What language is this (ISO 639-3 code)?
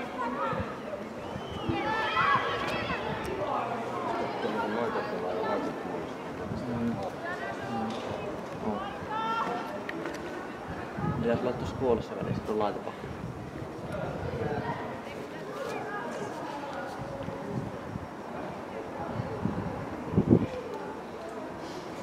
fin